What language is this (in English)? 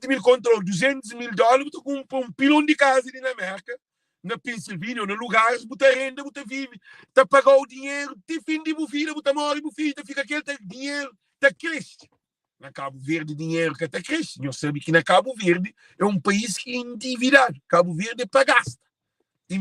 Kabuverdianu